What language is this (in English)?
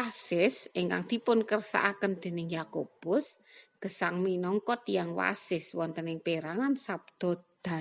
Javanese